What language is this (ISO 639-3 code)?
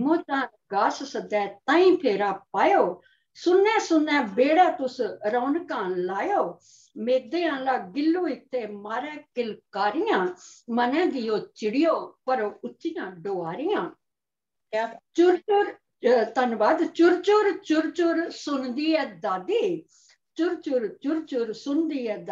doi